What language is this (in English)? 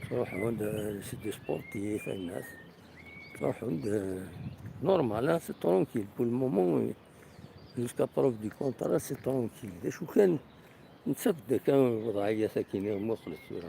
Kabyle